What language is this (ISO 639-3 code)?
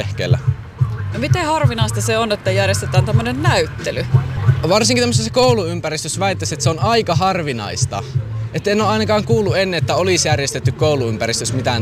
fin